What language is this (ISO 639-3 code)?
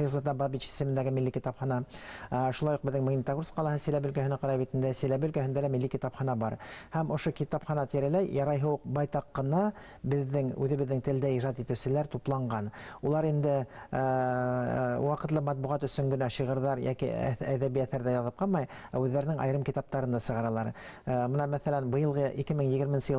bak